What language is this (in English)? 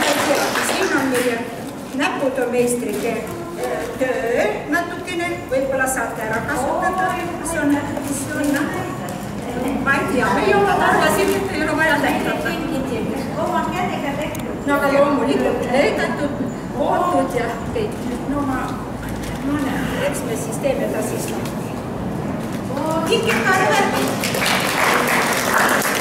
Estonian